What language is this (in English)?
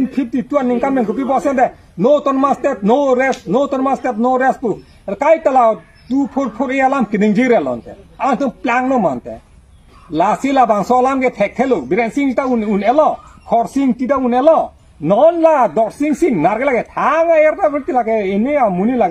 Karbi